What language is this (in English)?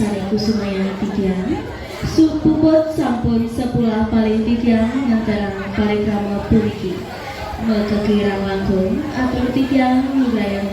Balinese